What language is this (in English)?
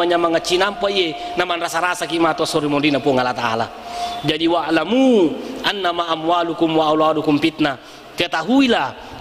Buginese